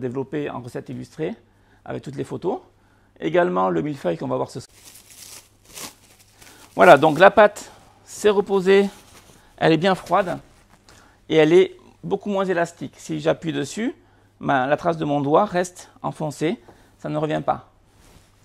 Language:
French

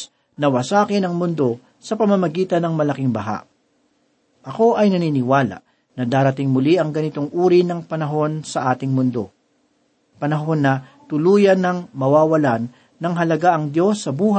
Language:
Filipino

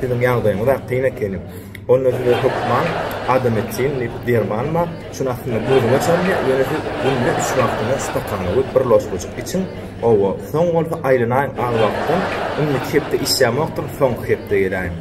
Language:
Turkmen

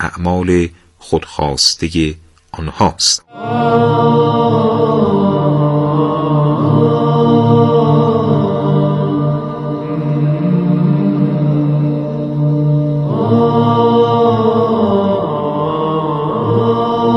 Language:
Persian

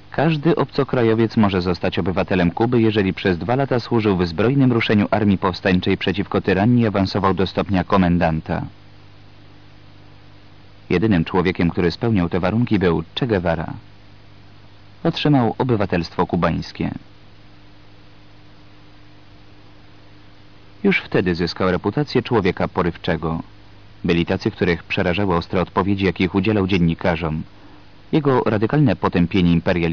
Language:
Polish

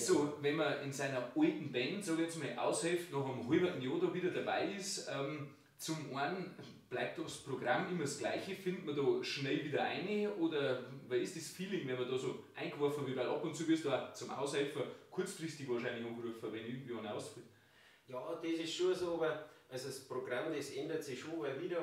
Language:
Bavarian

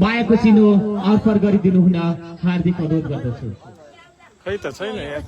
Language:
Nepali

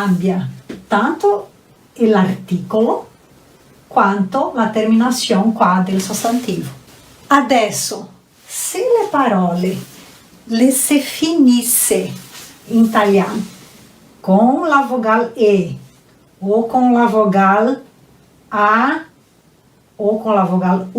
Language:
Venetian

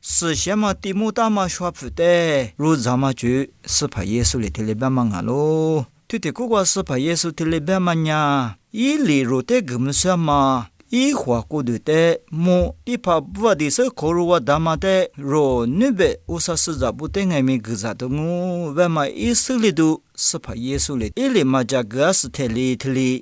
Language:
Lisu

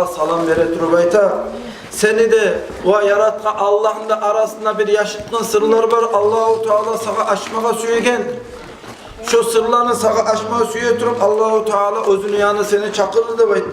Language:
Kumyk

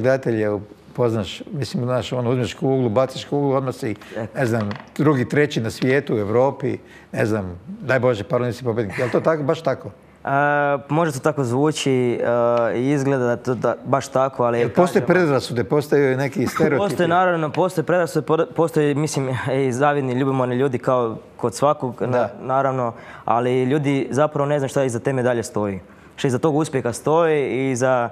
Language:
Croatian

